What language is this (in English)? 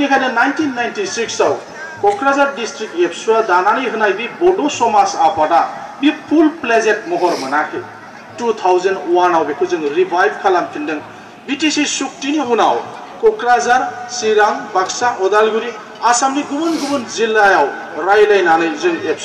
Bodo